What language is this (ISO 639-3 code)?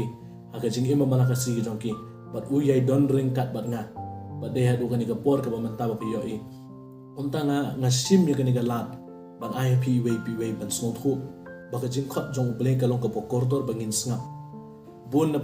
kha